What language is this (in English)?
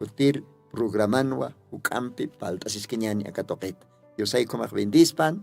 Aymara